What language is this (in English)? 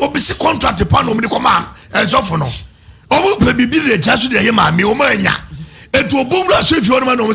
Akan